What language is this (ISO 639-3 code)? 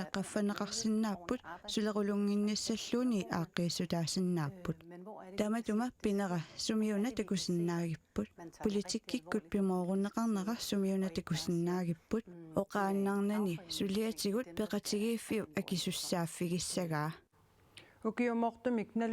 kal